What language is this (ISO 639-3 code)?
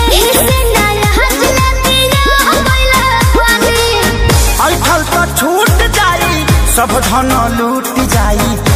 bho